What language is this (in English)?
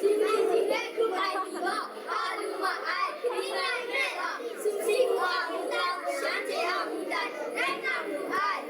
Kachin